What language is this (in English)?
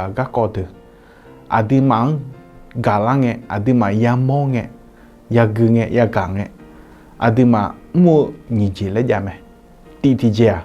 Akha